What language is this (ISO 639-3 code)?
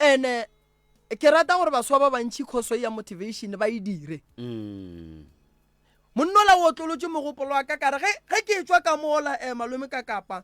nso